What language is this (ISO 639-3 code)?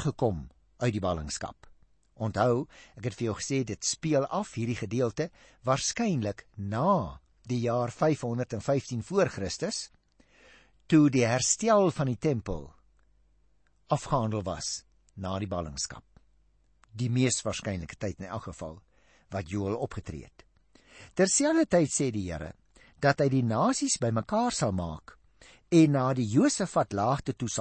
afr